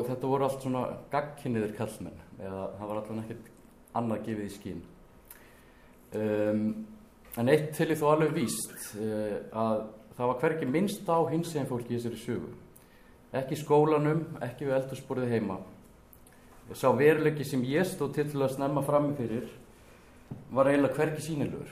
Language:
Icelandic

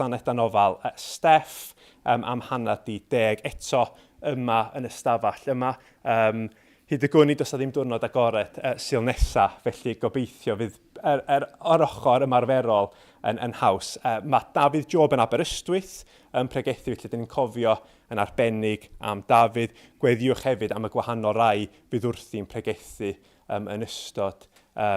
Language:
Welsh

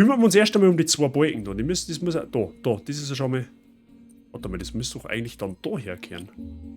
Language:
Bavarian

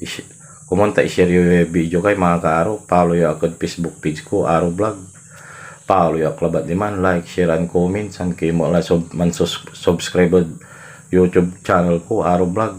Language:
Pangasinan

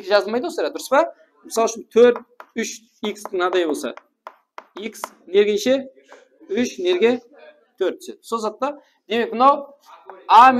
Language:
Kara-Kalpak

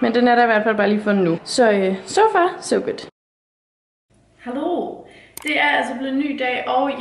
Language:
Danish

